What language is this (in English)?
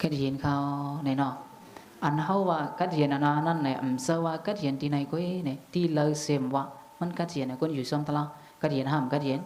Shan